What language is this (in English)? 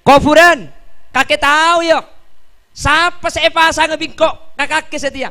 Madurese